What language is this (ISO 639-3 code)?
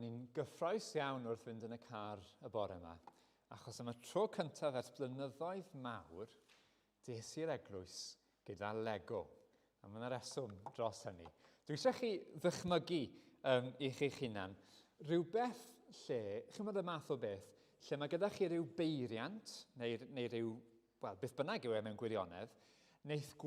cym